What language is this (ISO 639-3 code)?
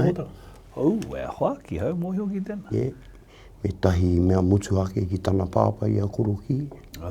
mri